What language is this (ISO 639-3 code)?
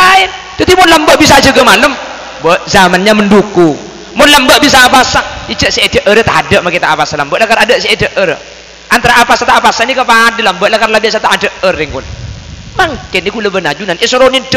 mad